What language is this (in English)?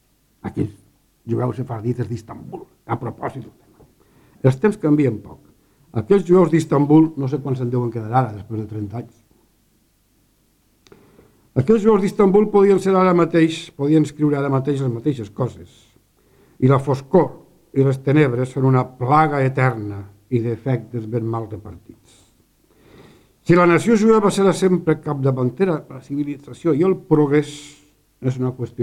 Catalan